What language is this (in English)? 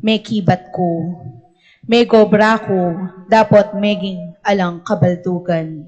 Pampanga